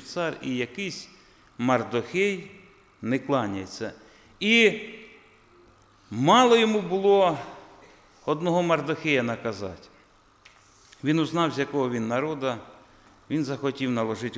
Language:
Ukrainian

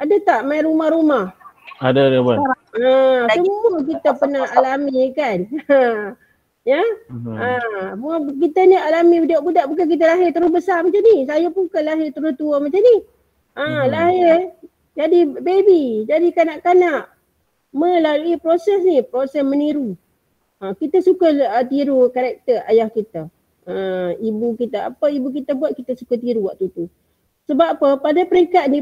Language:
Malay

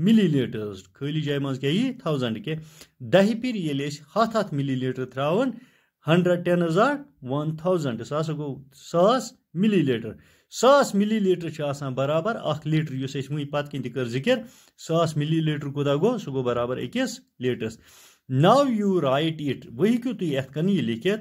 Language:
Kashmiri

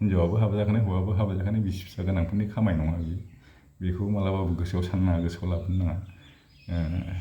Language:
Bodo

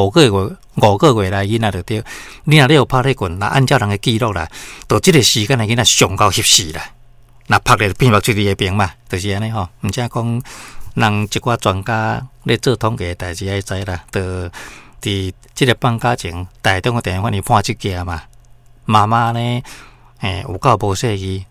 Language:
Min Nan Chinese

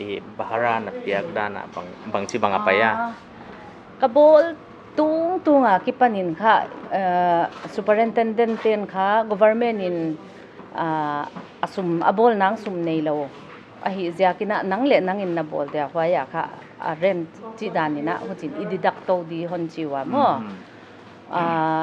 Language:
Paite Chin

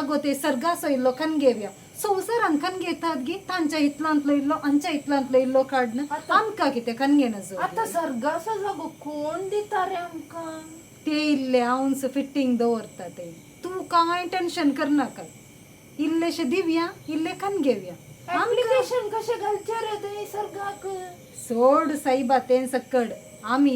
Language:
Konkani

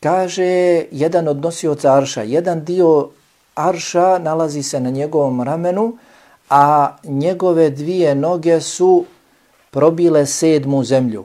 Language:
Bosnian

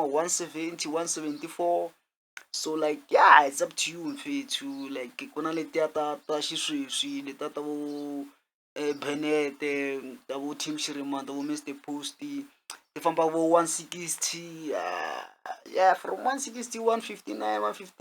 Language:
Tsonga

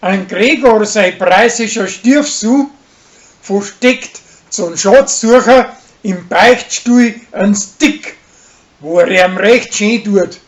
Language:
Bavarian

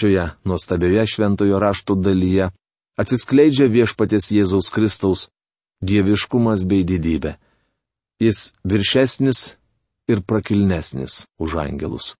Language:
Lithuanian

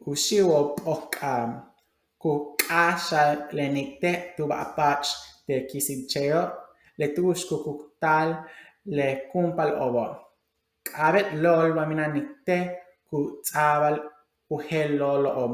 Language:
Yucateco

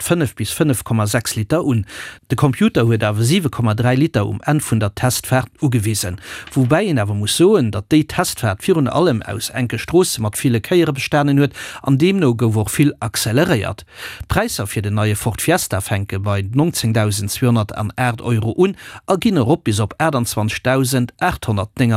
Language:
Luxembourgish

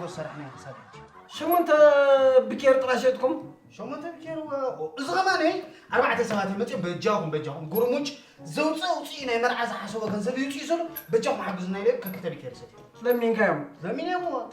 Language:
Tigrinya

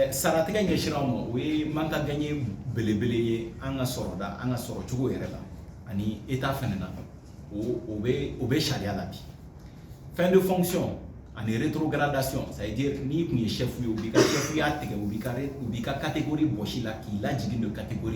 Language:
Bambara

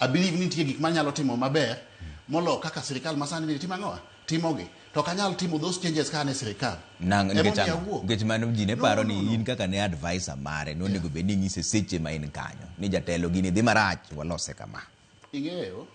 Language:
Luo (Kenya and Tanzania)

